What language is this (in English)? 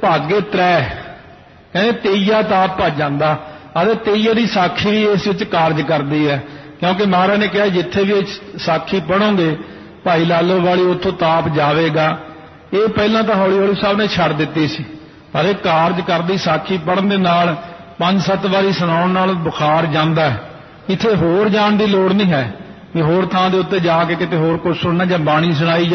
Punjabi